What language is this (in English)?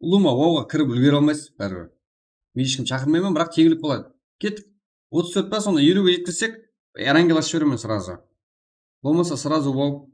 Kara-Kalpak